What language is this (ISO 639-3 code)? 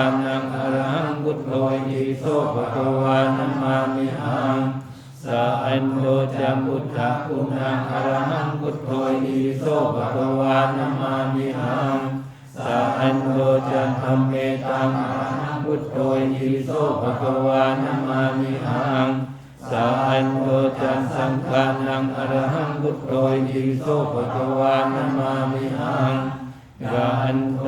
pli